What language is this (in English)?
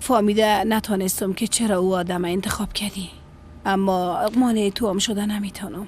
Persian